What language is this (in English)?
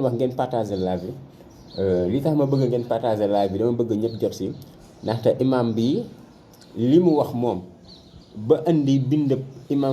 Wolof